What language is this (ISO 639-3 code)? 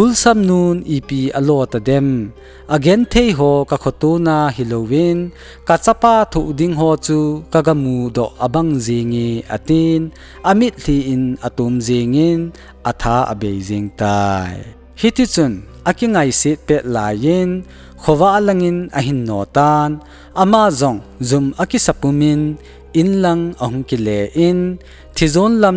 tcz